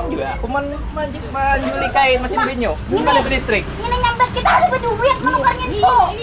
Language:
Banjar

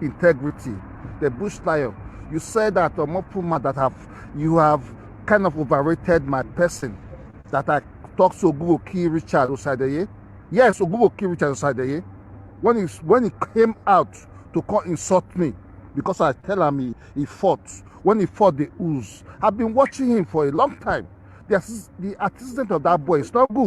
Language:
Nigerian Pidgin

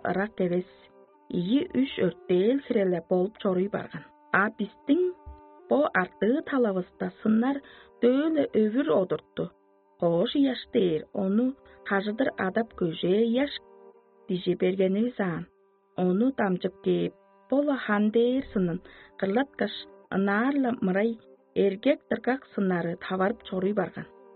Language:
Tuvinian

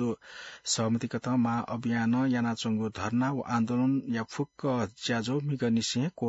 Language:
Newari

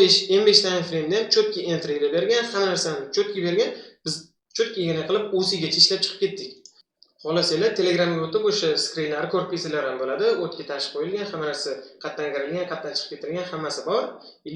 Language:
Uzbek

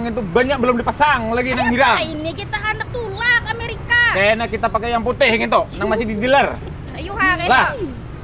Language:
Banjar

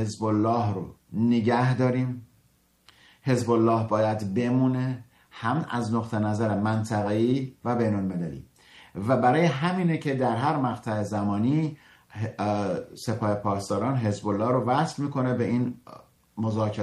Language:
Persian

